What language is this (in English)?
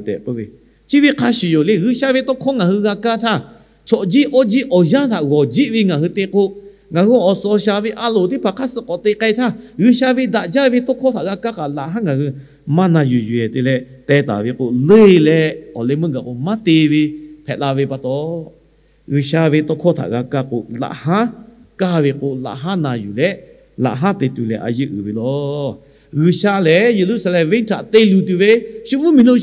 Lahu